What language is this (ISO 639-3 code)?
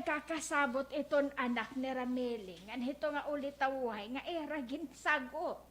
war